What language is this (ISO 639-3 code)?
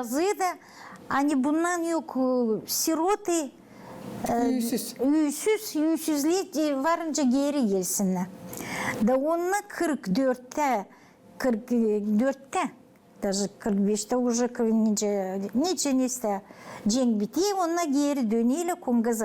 gag